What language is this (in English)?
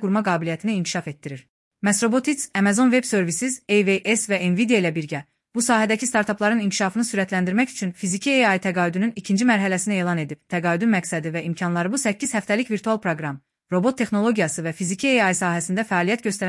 Azerbaijani